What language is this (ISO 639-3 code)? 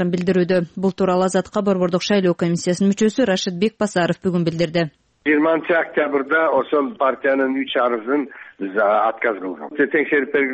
kir